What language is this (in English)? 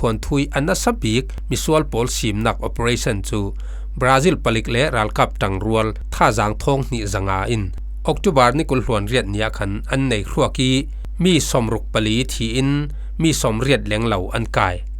Falam Chin